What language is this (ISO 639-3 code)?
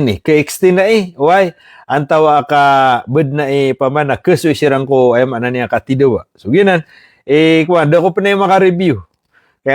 mrw